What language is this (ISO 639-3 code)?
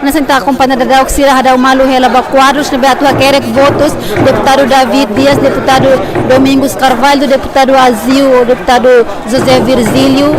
tet